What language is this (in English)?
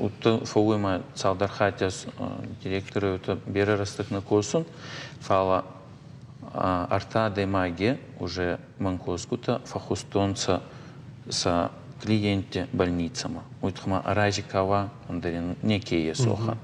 Ossetic